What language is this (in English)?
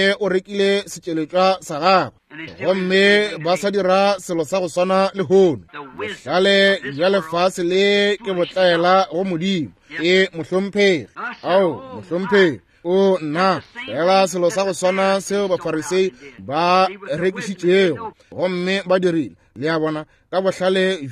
Northern Sotho